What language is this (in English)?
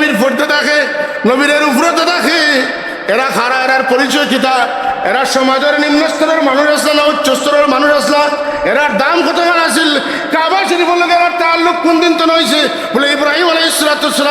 Sylheti